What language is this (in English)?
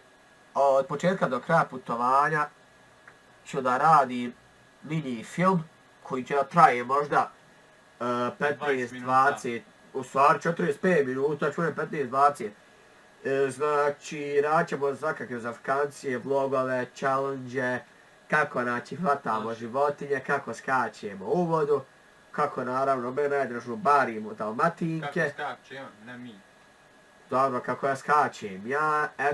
Bosnian